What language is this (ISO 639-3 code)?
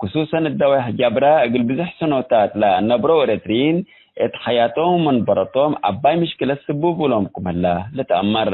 tig